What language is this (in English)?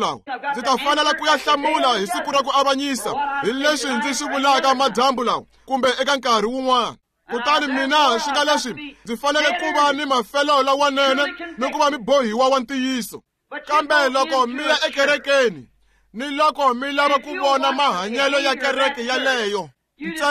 Tsonga